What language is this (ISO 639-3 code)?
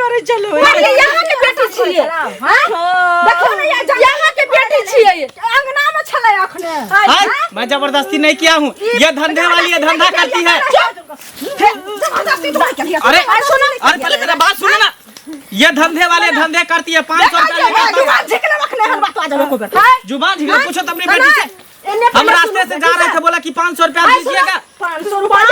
mai